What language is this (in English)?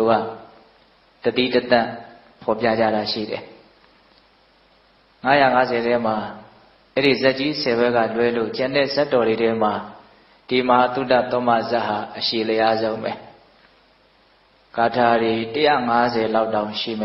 Burmese